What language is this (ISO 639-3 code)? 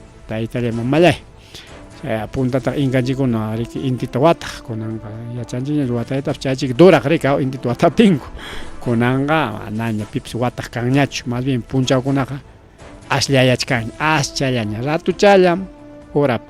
quy